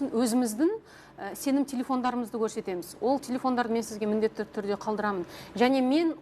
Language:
Kazakh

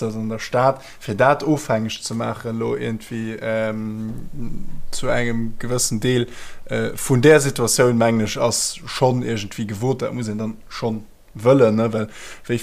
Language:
Luxembourgish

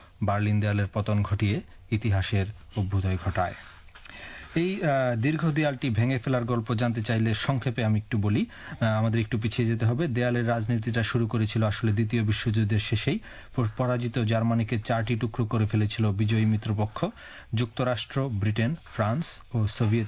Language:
Bangla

